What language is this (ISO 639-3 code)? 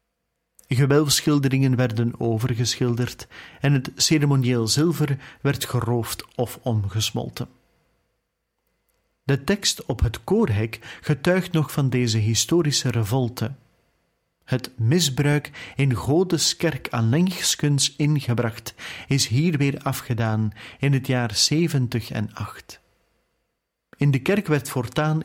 nld